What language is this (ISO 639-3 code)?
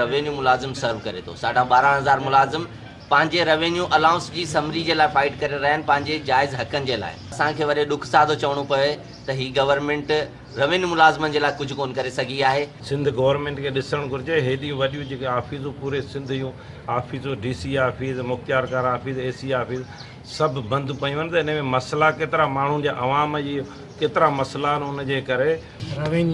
snd